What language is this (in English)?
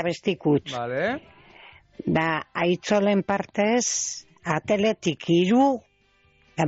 Basque